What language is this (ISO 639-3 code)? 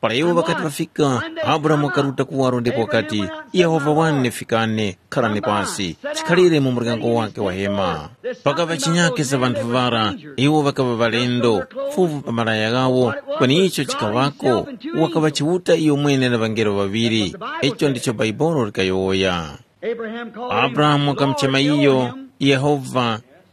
tum